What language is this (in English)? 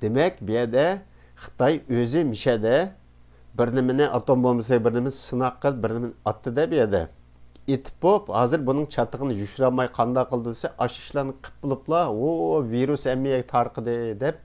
Uyghur